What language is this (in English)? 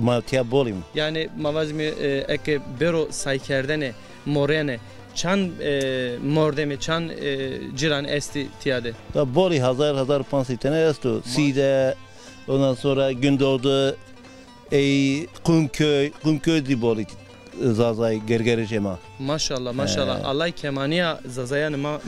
Zaza